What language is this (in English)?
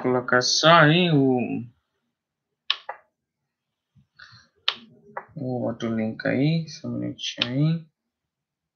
Portuguese